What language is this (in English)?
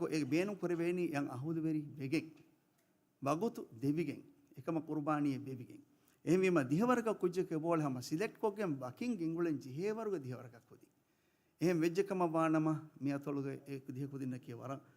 Divehi